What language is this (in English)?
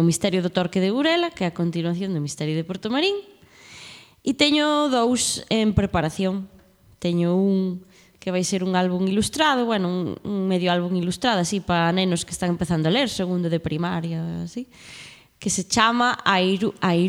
Galician